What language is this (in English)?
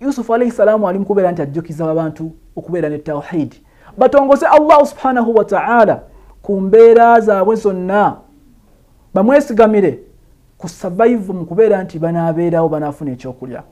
Ganda